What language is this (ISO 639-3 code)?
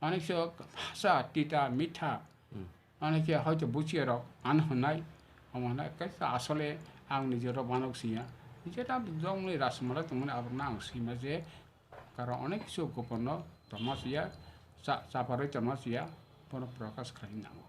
trp